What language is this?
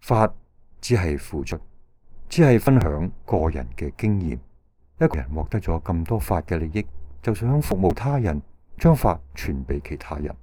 Cantonese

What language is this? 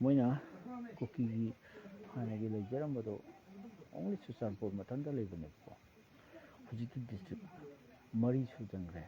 Manipuri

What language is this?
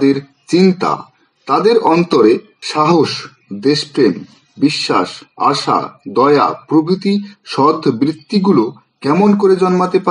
Bangla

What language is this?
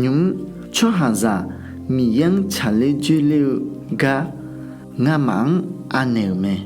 Akha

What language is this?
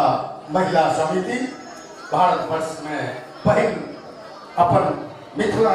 Maithili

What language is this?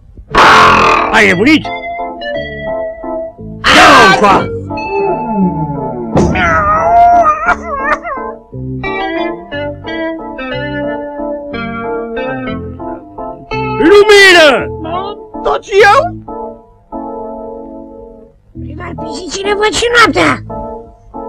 Romanian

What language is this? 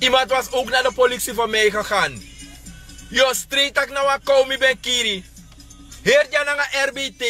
Sranan Tongo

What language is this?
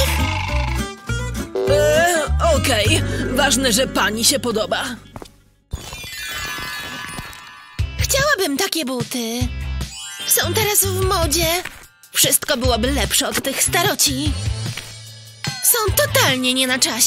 Polish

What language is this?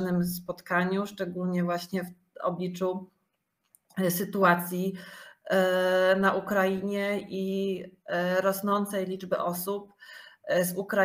Polish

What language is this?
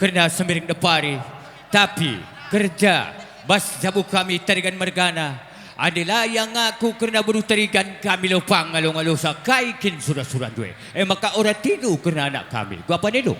Batak Karo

